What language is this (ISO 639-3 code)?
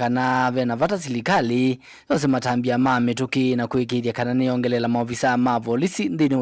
kam